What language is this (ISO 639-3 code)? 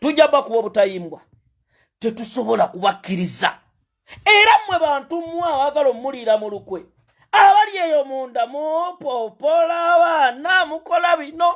lug